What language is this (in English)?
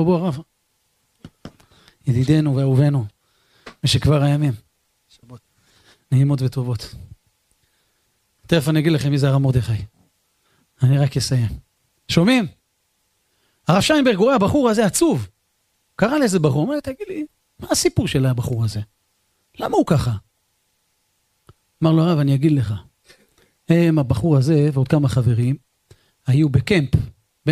Hebrew